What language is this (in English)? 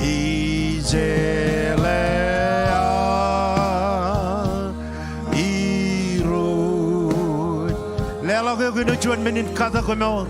Marshallese